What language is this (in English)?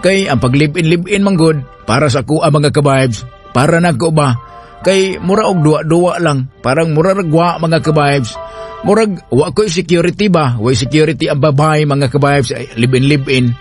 Cebuano